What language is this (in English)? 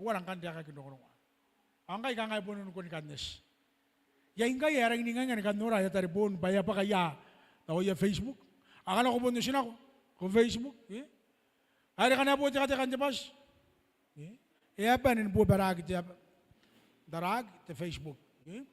Gilbertese